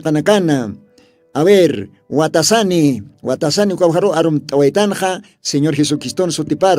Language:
Aymara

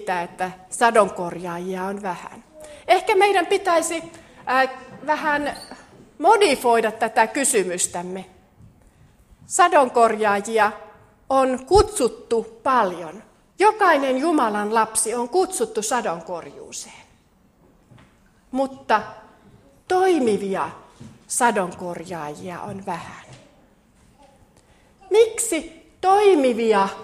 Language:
Finnish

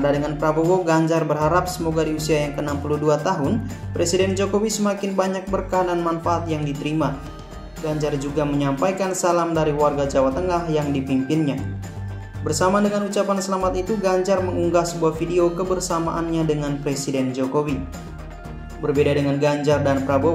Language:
Indonesian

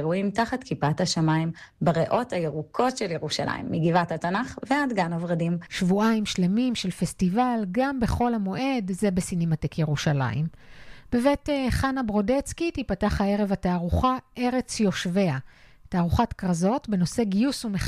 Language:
Hebrew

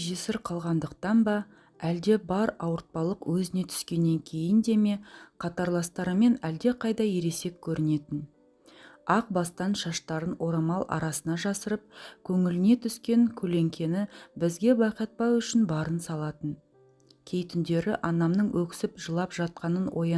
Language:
Kazakh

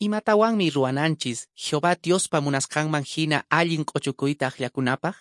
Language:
Quechua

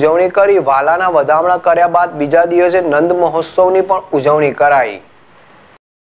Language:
Gujarati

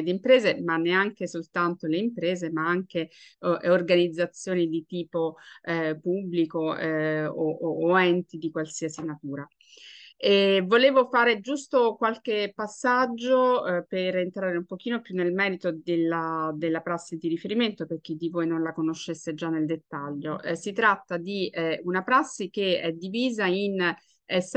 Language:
Italian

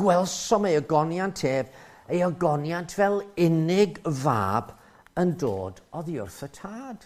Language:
Welsh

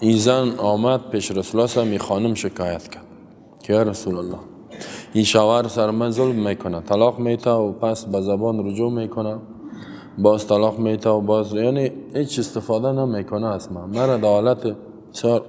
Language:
Persian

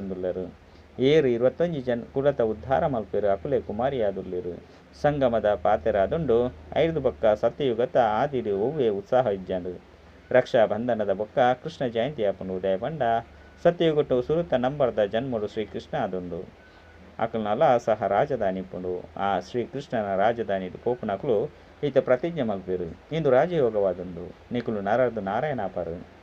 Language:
Tulu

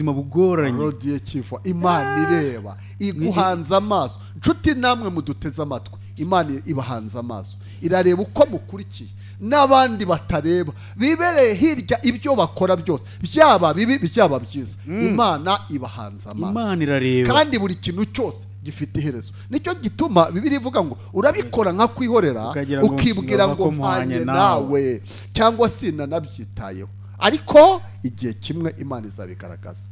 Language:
Kinyarwanda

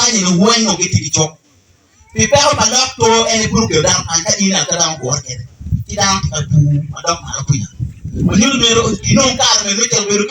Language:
Acoli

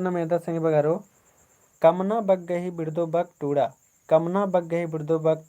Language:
Kurukh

